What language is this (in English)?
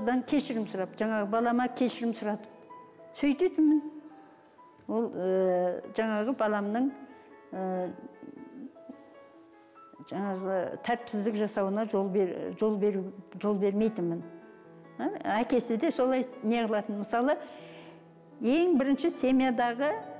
Kazakh